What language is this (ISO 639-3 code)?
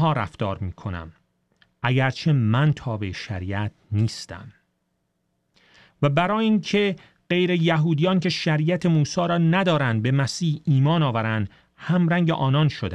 fas